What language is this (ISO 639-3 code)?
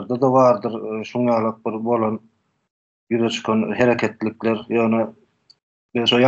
tuk